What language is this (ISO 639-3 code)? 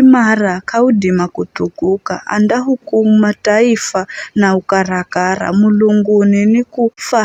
nyf